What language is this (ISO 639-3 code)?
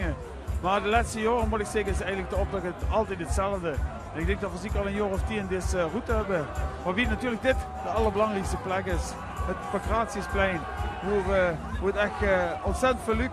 lim